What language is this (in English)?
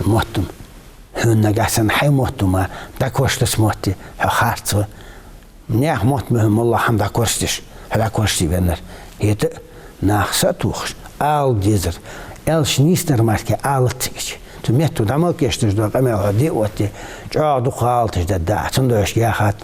Ingush